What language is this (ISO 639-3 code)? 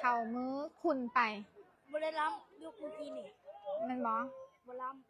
lao